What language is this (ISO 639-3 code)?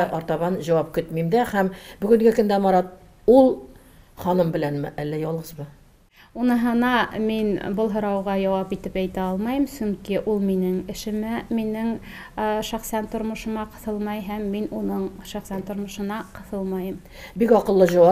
tat